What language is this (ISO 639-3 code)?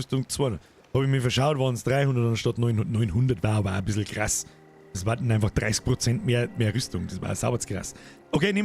bar